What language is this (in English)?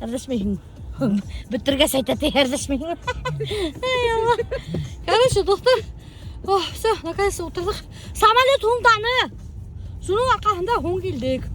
Bashkir